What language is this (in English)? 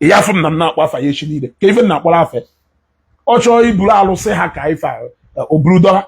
Igbo